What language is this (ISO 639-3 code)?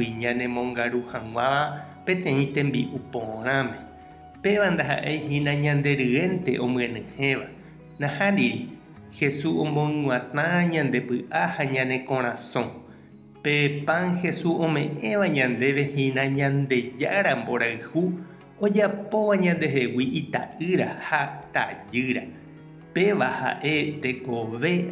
grn